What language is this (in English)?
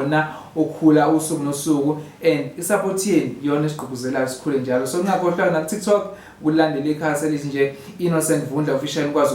Zulu